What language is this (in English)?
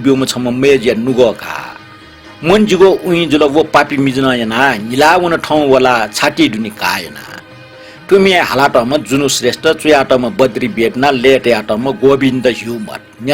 Newari